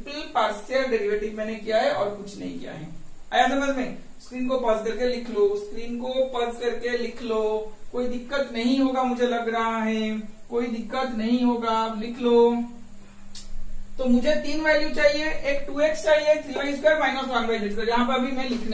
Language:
Hindi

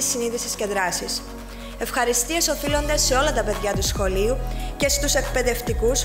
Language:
Greek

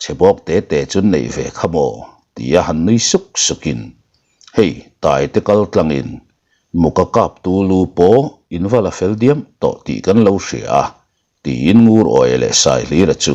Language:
Mizo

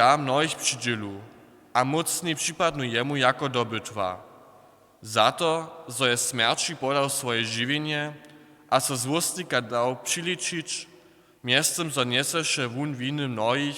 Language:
Upper Sorbian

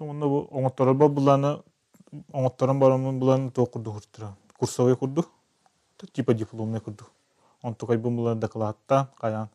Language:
Yakut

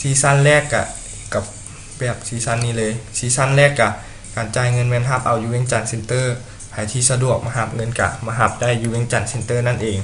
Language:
Lao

